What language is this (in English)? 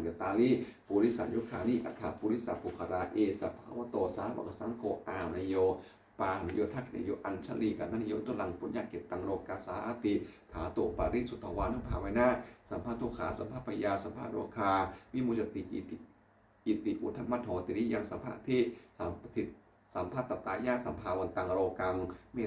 Pali